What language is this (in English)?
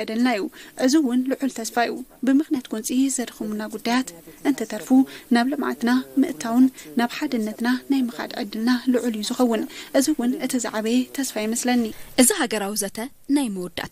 Tigrinya